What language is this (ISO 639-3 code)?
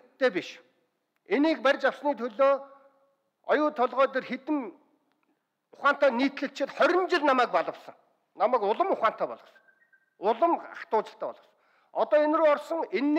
mon